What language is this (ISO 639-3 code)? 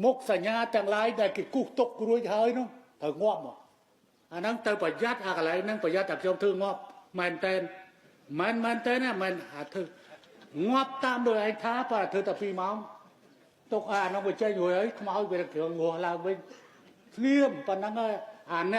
khm